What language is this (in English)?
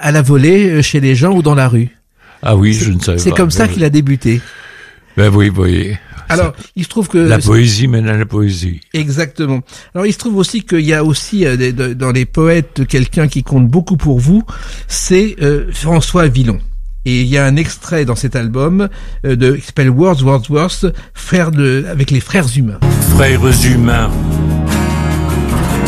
French